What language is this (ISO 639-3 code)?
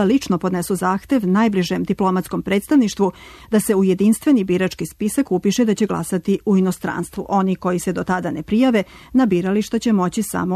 srp